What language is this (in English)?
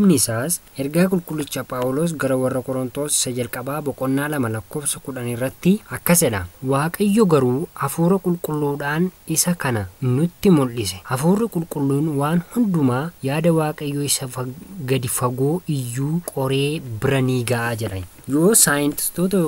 Oromo